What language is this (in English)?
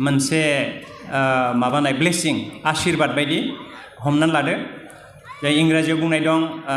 Bodo